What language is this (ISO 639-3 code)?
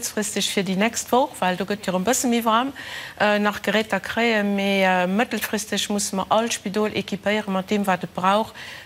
ltz